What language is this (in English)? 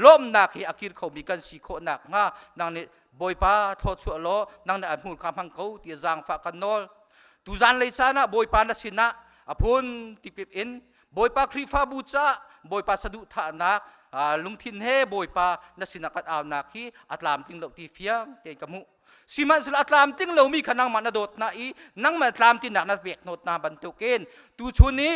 Hakha Chin